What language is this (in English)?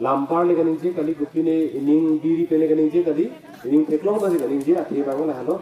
Karbi